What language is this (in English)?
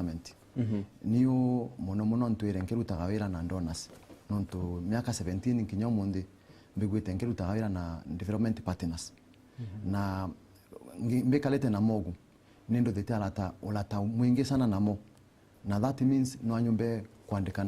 Meru